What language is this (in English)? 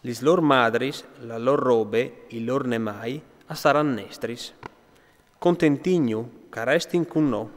Friulian